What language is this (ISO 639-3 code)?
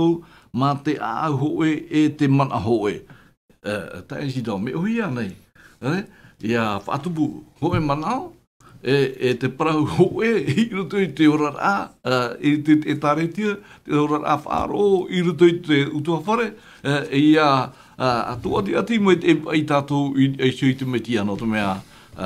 tah